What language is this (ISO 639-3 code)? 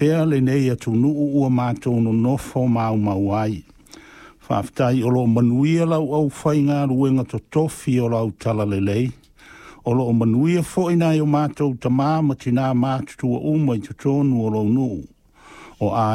smo